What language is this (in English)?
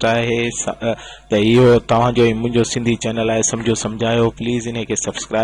Sindhi